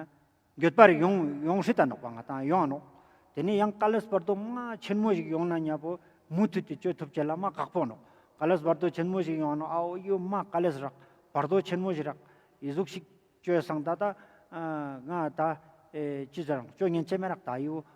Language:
Ladakhi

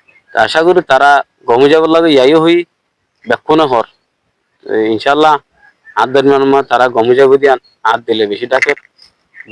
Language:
Rohingya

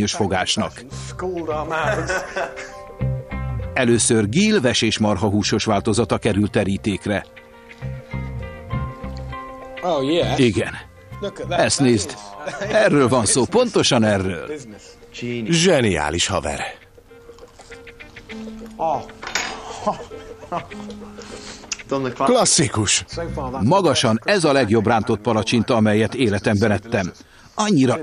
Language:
Hungarian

